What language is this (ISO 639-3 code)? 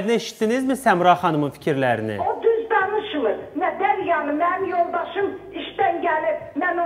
aze